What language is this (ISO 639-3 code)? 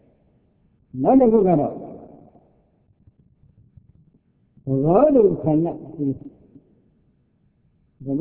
mya